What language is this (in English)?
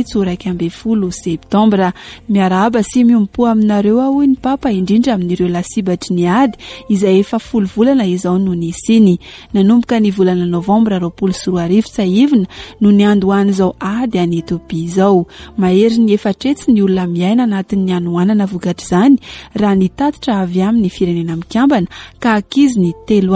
Malagasy